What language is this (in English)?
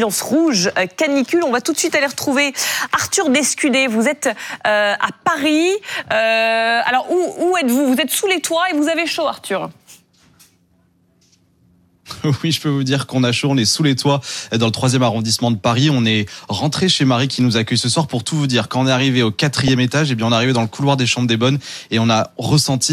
French